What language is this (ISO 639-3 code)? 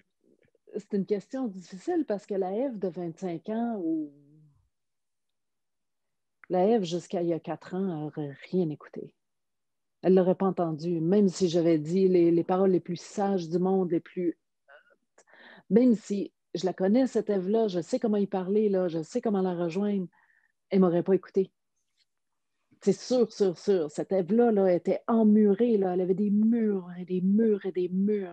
fra